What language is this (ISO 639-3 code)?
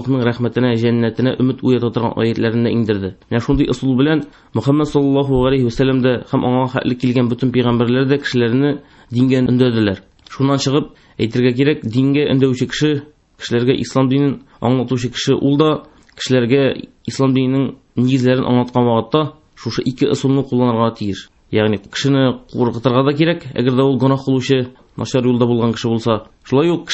tat